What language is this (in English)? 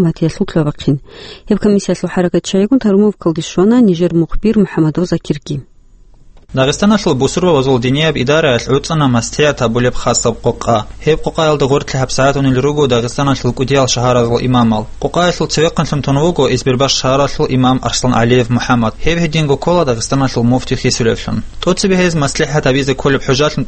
Avaric